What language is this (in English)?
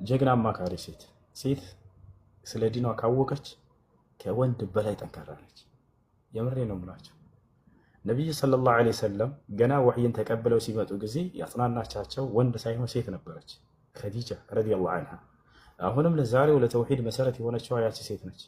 Amharic